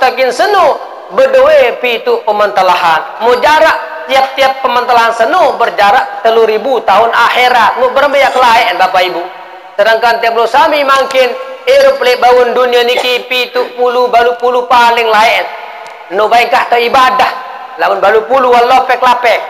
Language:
Sasak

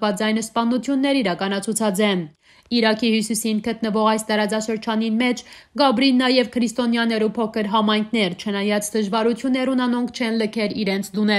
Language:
Western Armenian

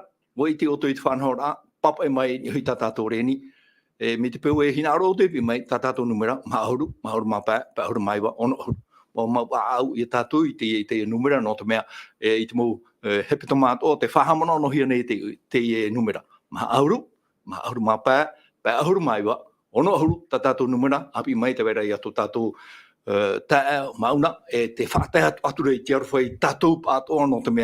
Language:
Tahitian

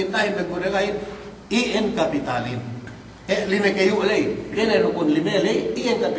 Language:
Yakan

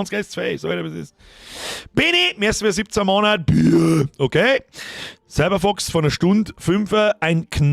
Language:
Bavarian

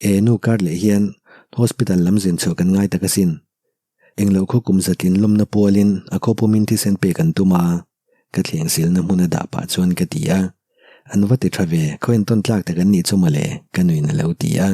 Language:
Mizo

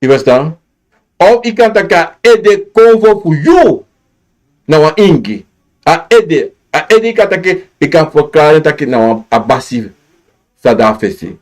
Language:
Sranan Tongo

